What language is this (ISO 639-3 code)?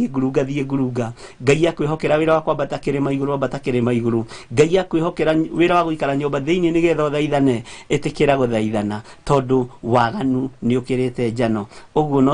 kik